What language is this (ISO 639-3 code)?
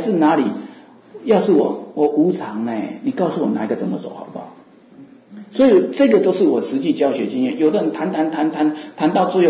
zho